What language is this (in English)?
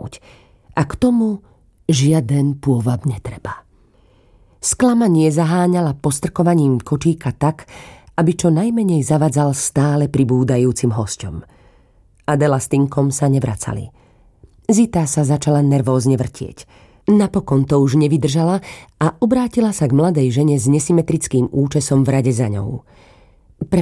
Slovak